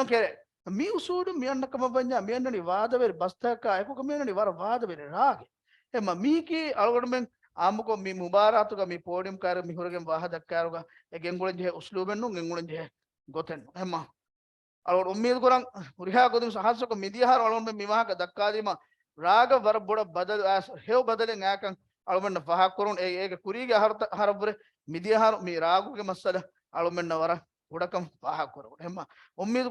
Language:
Divehi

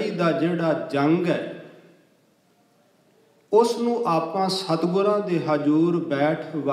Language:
Punjabi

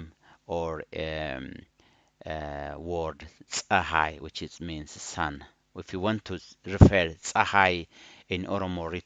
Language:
English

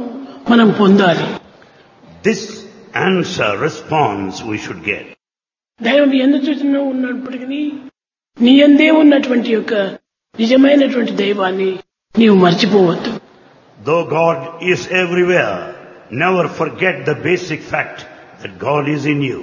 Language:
Telugu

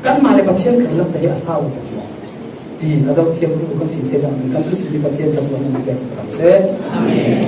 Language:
Falam Chin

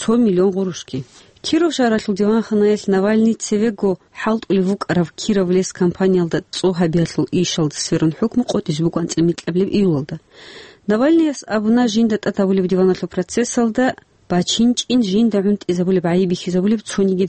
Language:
Avaric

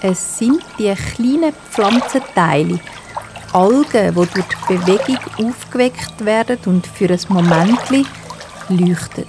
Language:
Swiss German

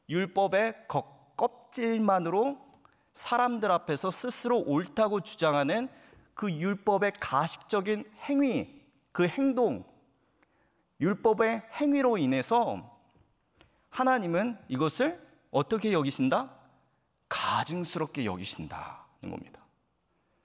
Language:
Korean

